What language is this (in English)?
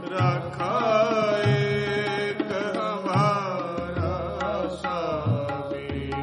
Punjabi